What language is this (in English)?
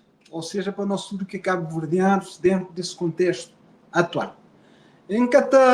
Kabuverdianu